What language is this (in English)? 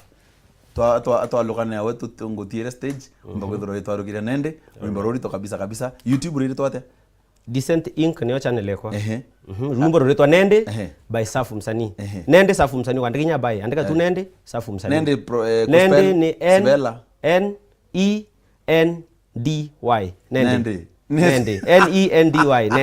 Meru